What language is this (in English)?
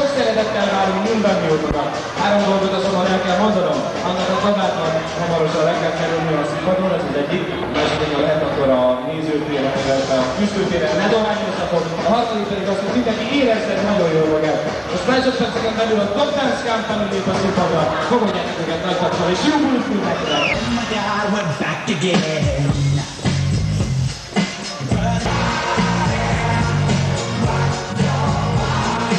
Hungarian